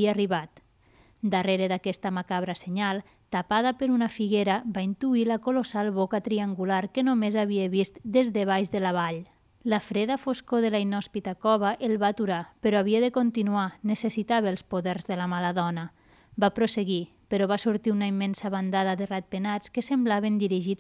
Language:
Catalan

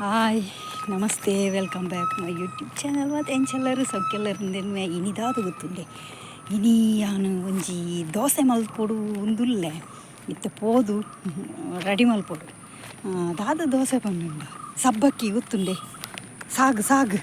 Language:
Tulu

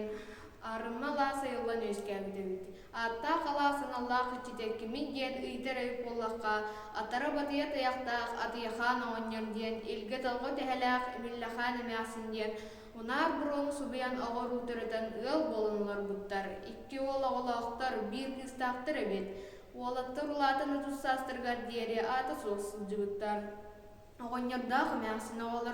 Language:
Yakut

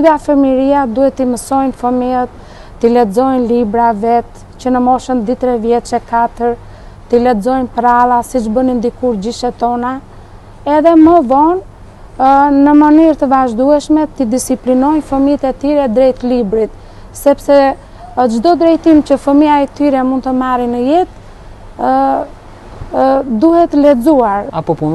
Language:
Albanian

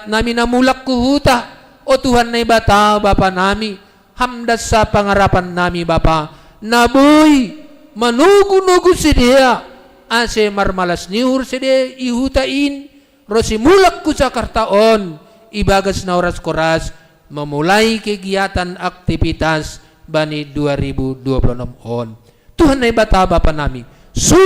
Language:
Batak Simalungun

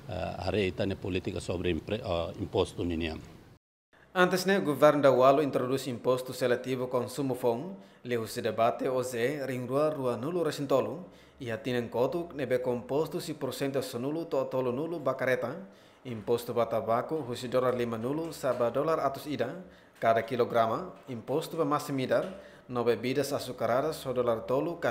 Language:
Tetum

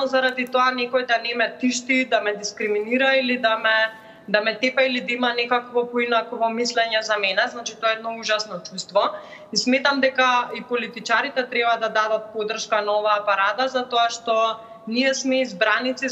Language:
Macedonian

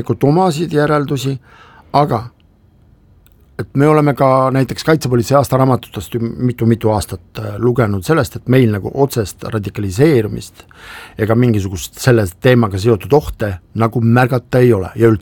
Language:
Estonian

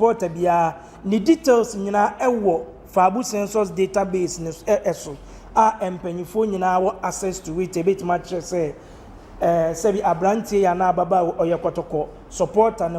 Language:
Akan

